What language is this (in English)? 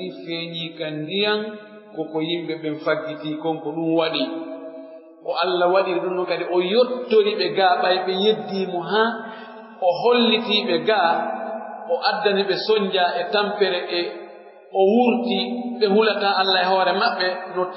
Pular